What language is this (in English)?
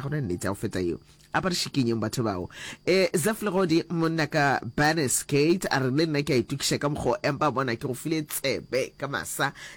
Northern Sotho